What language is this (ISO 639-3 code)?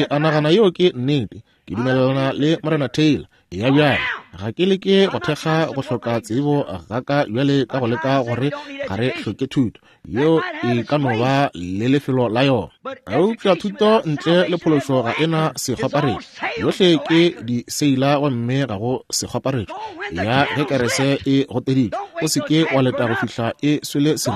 nso